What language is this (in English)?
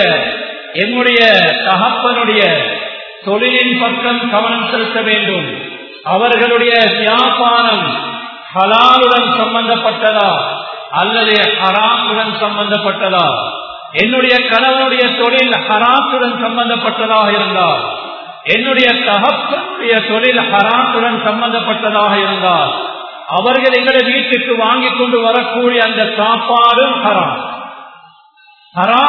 Tamil